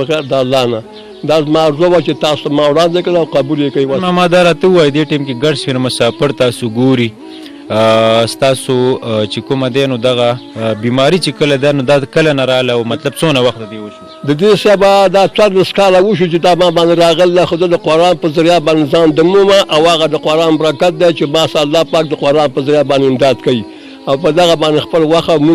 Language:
Pashto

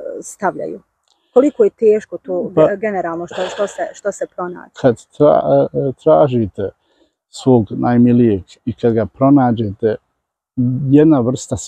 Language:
Bosnian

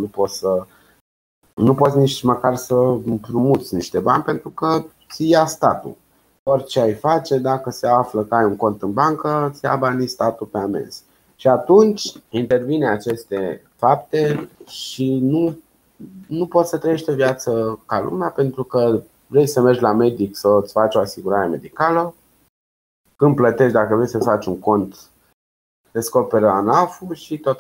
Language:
Romanian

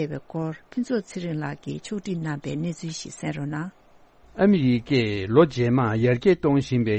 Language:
Tibetan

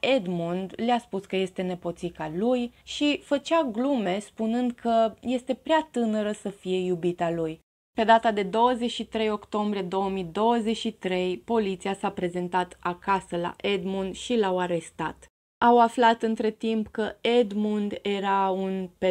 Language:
Romanian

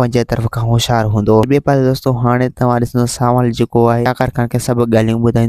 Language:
Sindhi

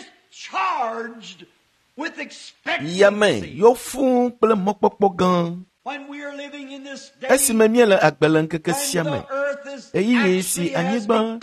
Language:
Ewe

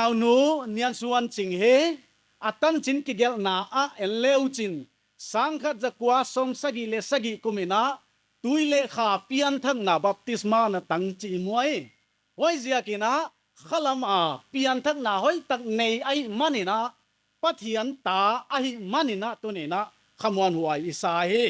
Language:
Paite Chin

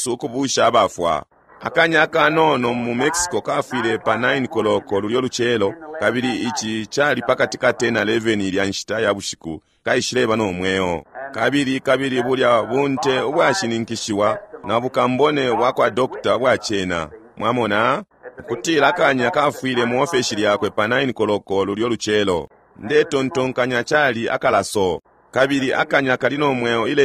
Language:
Bemba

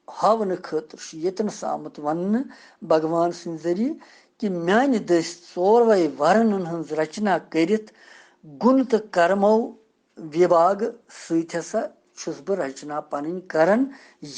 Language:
Kashmiri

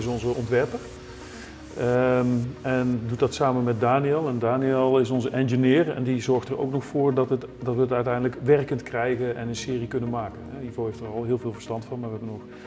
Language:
Dutch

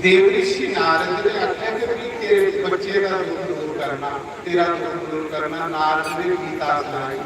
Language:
Dogri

